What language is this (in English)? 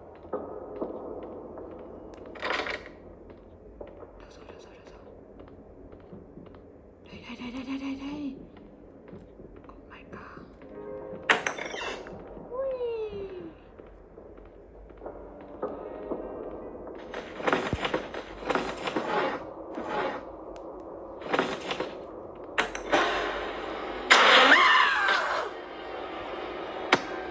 Vietnamese